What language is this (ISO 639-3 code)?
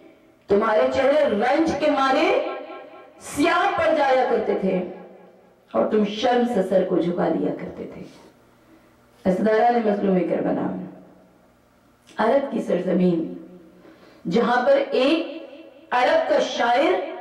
urd